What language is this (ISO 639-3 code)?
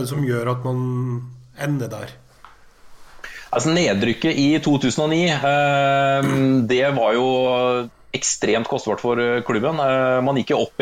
nor